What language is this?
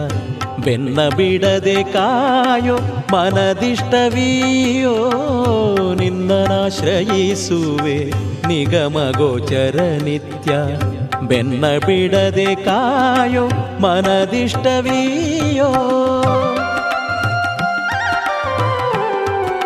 Kannada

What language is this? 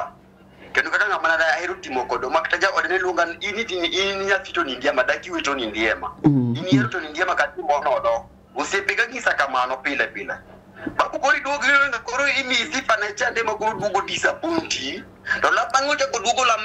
Luo (Kenya and Tanzania)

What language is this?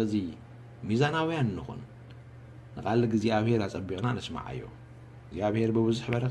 Tigrinya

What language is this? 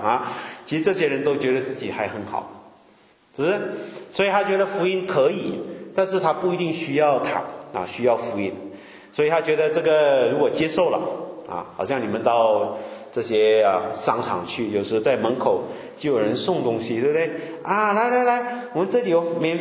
Chinese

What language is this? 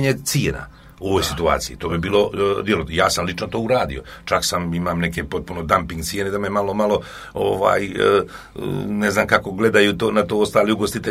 Serbian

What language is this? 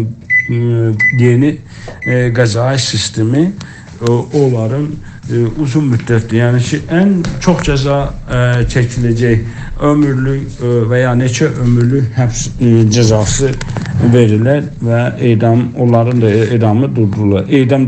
South Azerbaijani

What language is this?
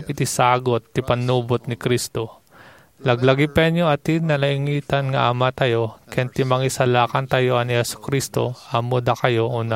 Iloko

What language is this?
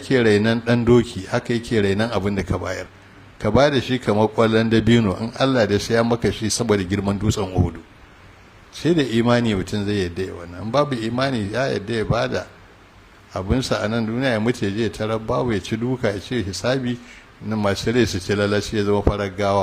Hausa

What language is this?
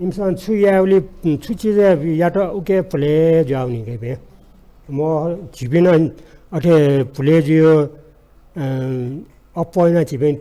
Newari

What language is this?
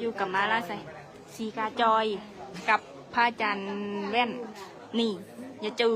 Northeastern Thai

